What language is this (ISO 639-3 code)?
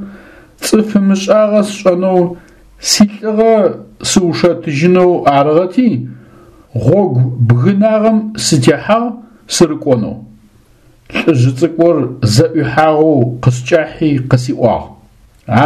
ady